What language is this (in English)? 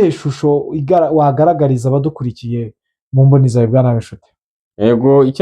Kinyarwanda